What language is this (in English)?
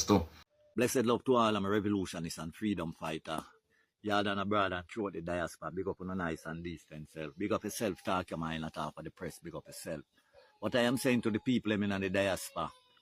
Jamaican Creole English